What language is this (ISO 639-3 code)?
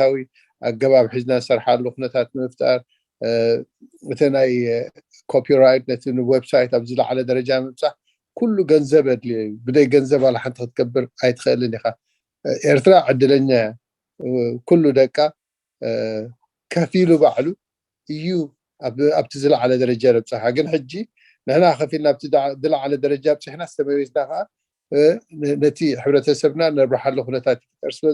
tir